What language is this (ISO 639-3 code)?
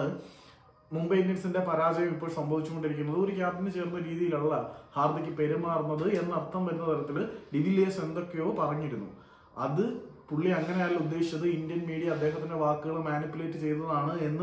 mal